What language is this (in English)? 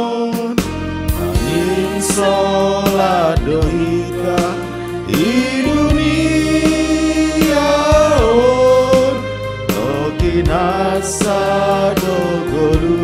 Batak Simalungun